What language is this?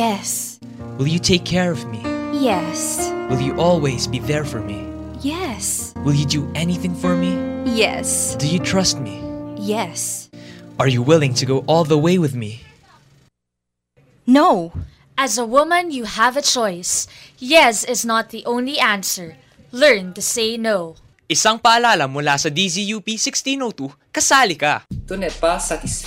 Filipino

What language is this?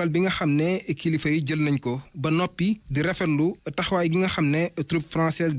Wolof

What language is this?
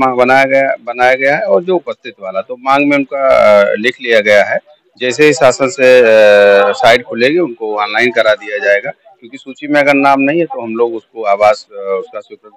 Hindi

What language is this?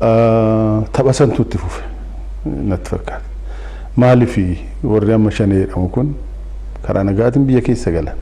Oromo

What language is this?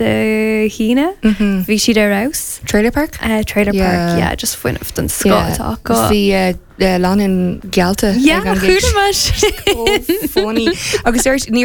Irish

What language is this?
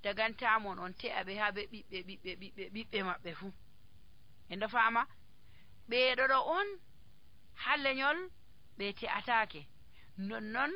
Nigerian Fulfulde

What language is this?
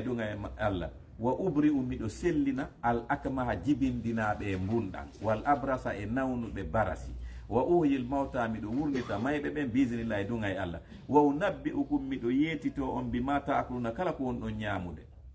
Fula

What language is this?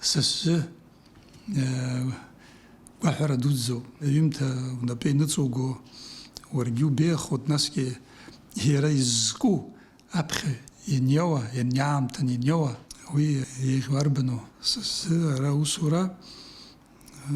Abkhazian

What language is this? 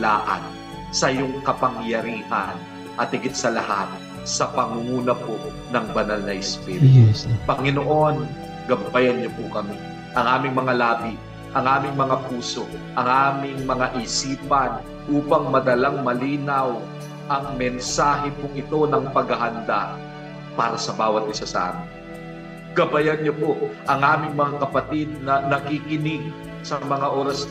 Filipino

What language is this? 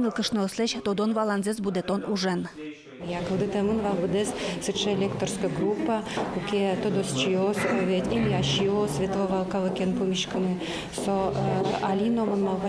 Udmurt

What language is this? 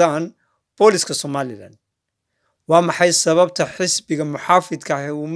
Somali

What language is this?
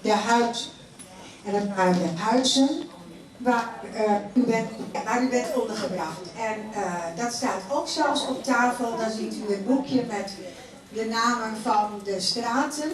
Limburgish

